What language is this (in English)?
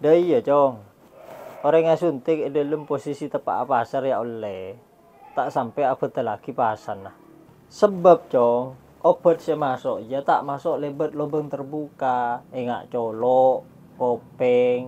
Madurese